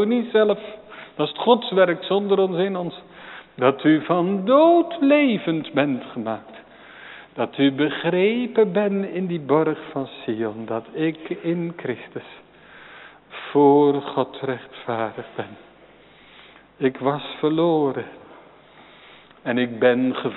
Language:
Dutch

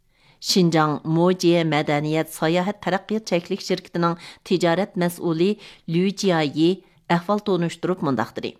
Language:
Uyghur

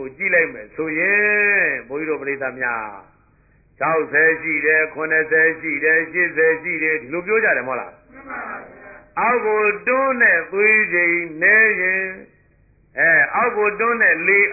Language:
Burmese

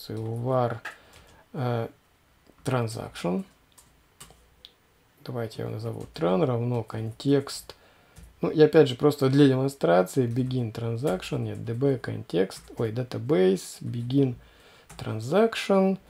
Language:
Russian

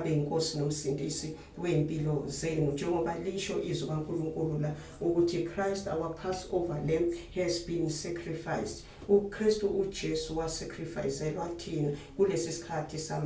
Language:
Zulu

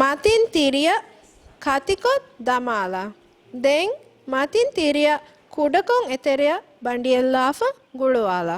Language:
Divehi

